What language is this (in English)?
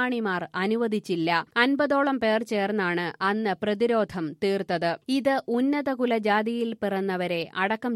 Malayalam